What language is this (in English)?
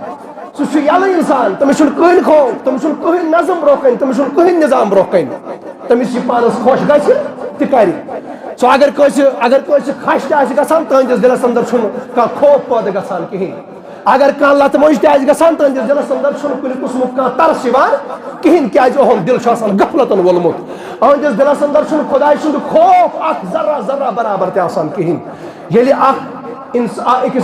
Kashmiri